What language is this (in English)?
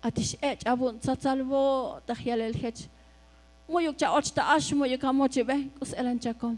Tzotzil